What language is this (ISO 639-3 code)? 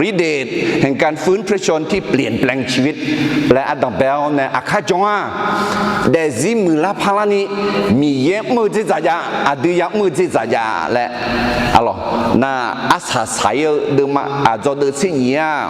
ahk